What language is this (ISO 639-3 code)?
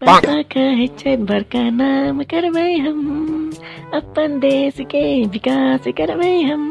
mai